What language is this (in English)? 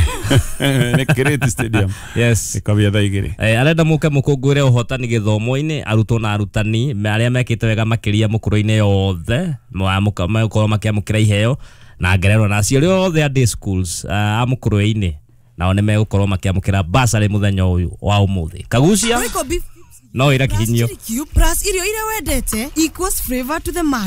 Kikuyu